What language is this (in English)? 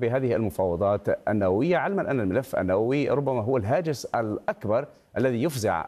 Arabic